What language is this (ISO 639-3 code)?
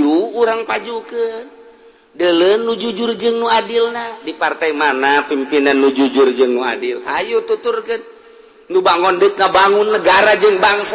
sun